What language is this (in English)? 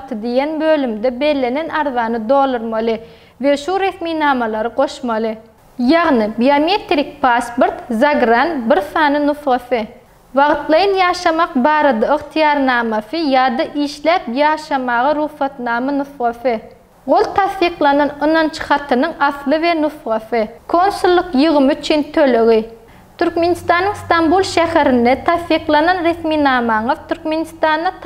Turkmen